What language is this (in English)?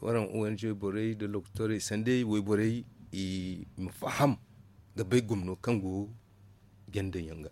Zarma